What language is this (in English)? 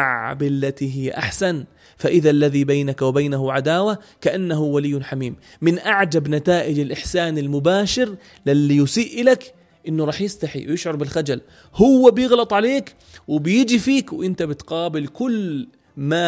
North Levantine Arabic